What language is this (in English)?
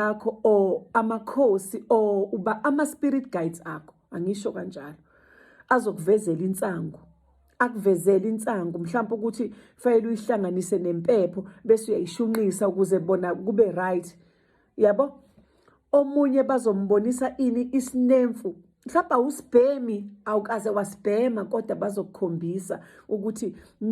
Zulu